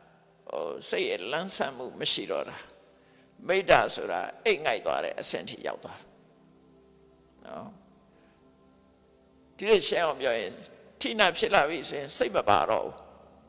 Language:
Burmese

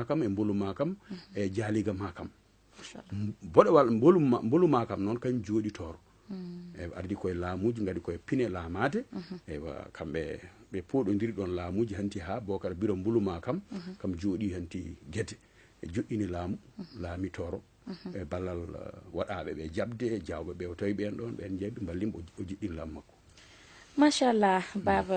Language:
Fula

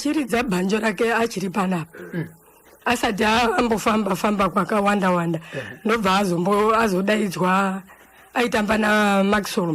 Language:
Shona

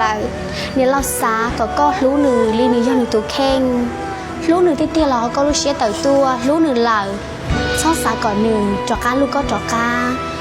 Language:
Hmong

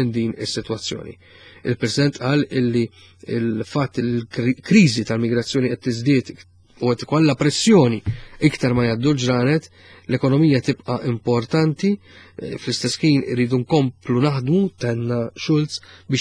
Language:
Maltese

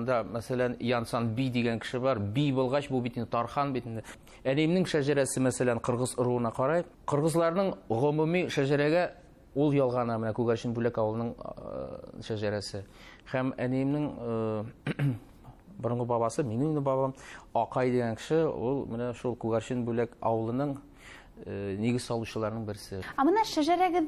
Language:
Bashkir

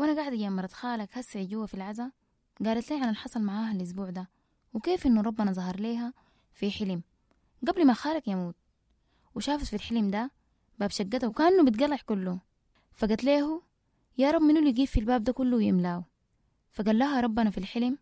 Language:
Sudanese Arabic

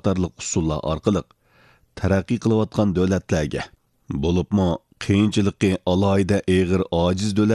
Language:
Uyghur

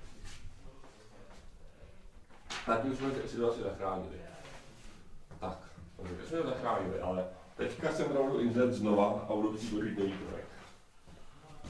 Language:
Czech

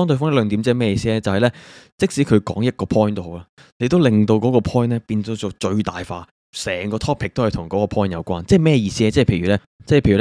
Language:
Cantonese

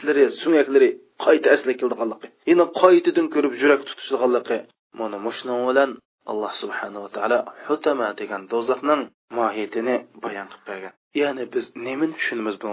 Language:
Uyghur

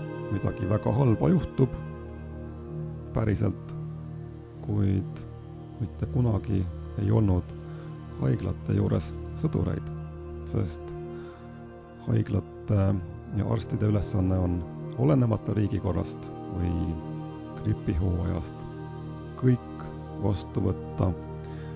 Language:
Estonian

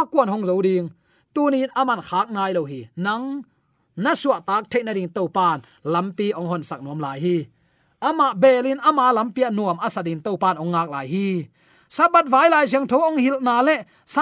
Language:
Tedim Chin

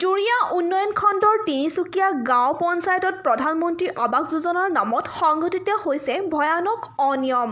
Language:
Assamese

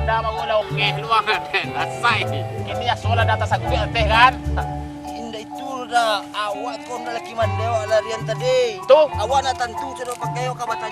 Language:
Minangkabau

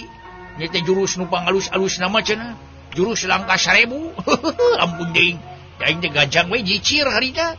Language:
Sundanese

